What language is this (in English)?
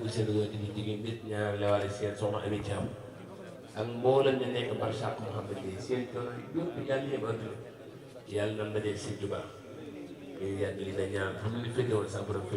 Wolof